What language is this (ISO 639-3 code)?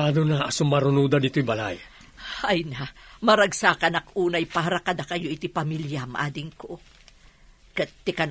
ilo